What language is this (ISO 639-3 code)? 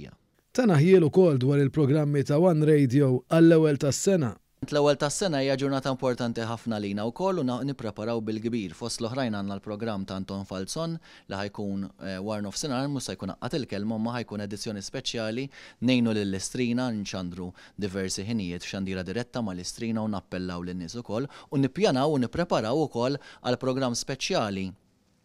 mlt